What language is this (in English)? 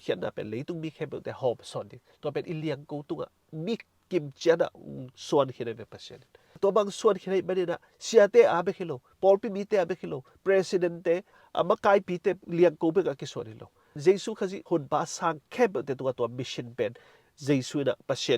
Tedim Chin